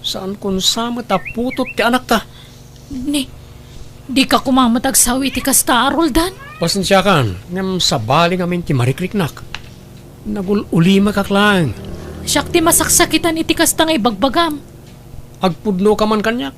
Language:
Iloko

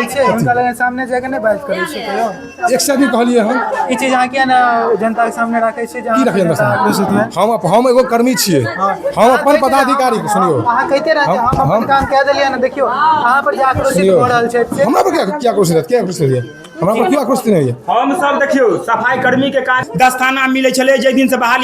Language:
Maithili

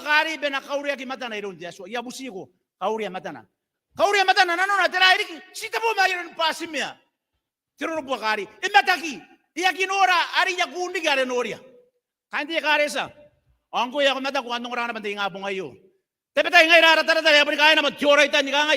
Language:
Gilbertese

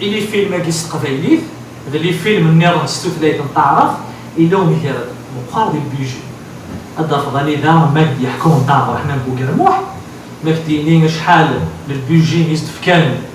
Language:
Kabyle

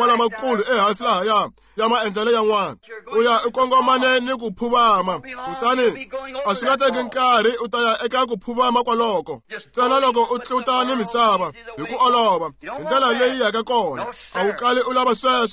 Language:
Tsonga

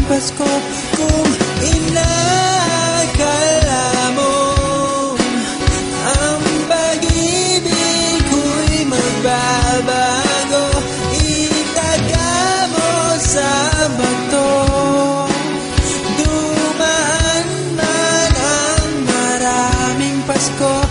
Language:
Filipino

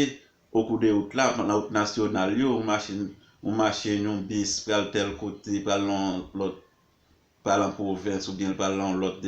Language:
Haitian Creole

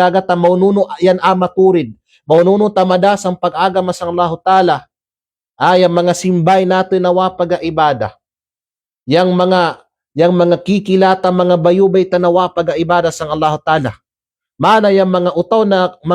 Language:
Kalagan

